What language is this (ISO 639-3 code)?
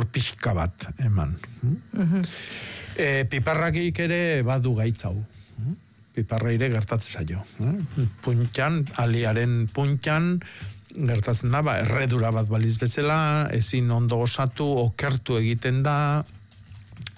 eus